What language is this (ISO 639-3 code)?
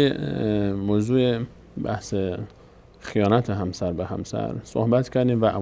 fas